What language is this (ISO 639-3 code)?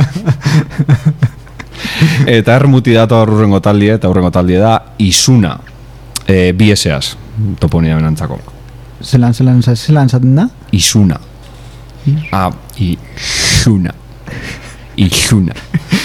eus